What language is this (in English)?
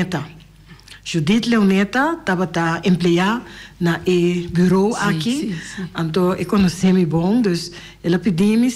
Papiamento